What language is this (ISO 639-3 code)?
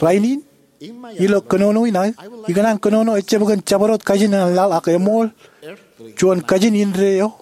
mah